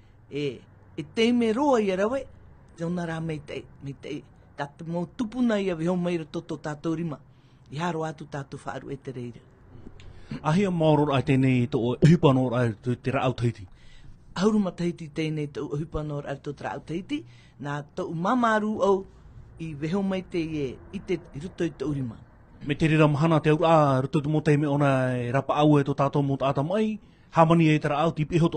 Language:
Tahitian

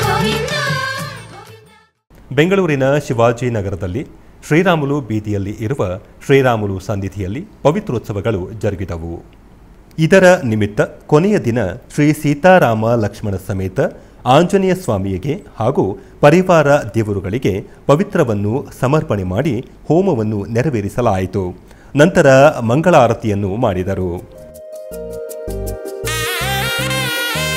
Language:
Kannada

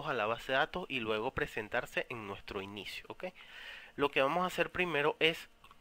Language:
Spanish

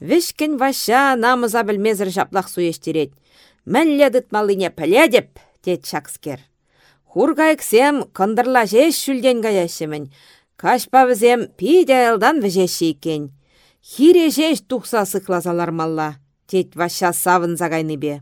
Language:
Chuvash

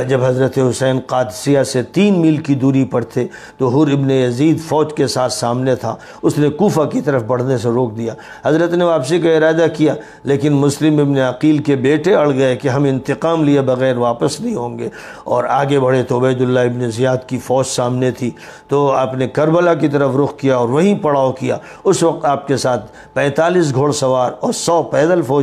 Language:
Urdu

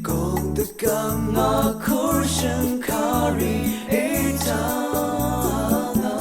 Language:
Rawang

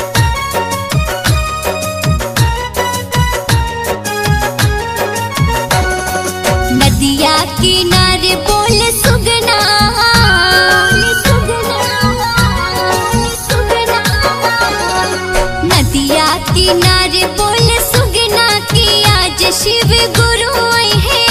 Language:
Bhojpuri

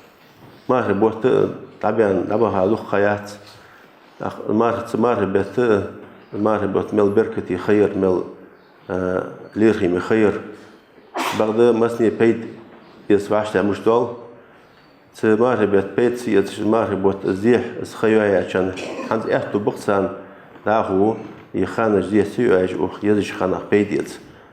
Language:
Ingush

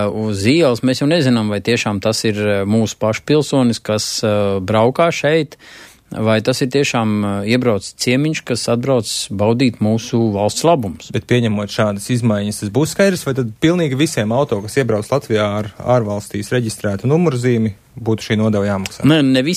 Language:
Latvian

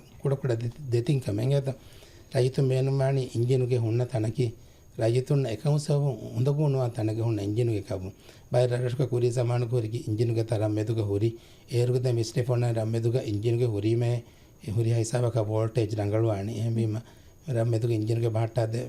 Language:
Divehi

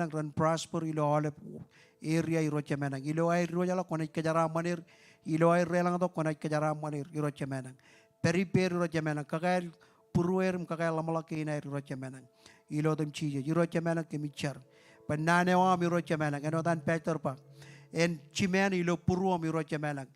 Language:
Marshallese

